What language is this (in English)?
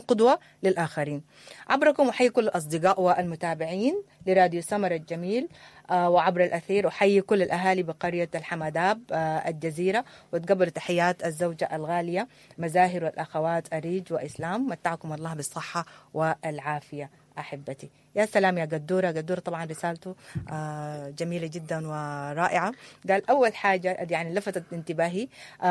Sudanese Arabic